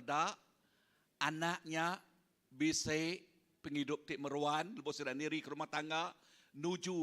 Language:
Iban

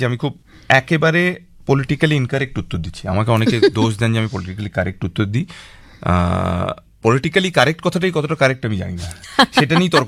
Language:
Bangla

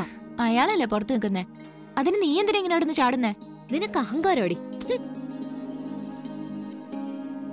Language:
Malayalam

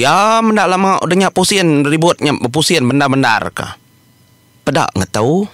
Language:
Iban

